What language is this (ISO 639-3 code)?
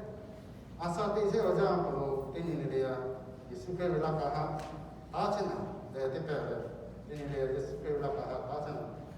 lhu